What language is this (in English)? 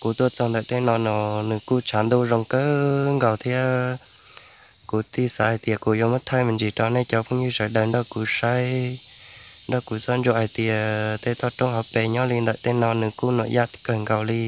Hmong